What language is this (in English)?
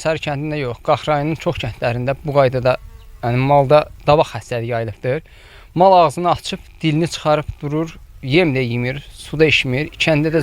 Azerbaijani